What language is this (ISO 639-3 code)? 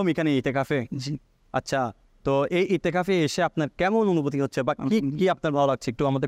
ben